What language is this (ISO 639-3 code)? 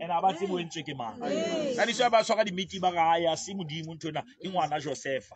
sot